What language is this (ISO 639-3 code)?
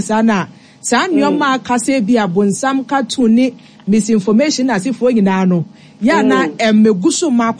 aka